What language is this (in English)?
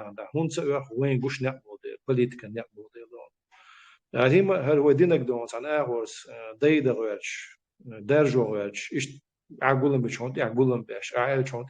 Chechen